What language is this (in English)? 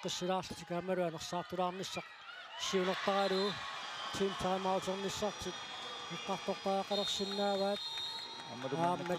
Kalaallisut